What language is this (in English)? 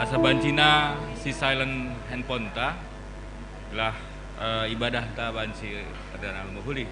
Batak Karo